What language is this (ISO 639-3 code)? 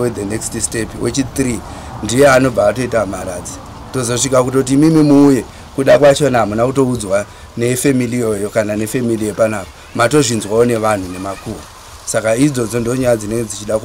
sna